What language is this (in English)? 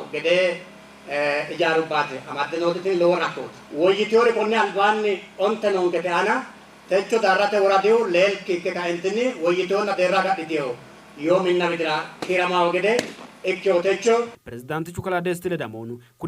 Sidamo